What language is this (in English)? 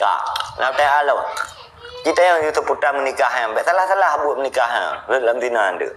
Achinese